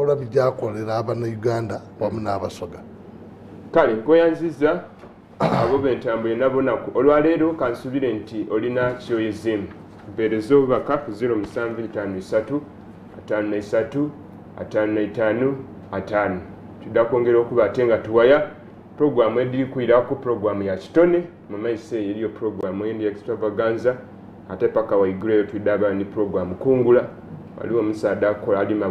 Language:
Soga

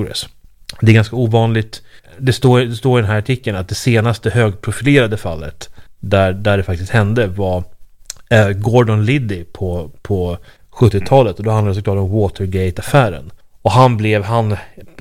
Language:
Swedish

